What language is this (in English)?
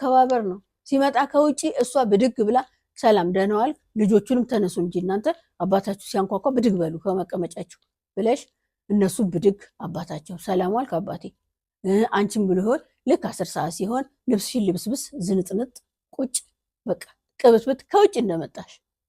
Amharic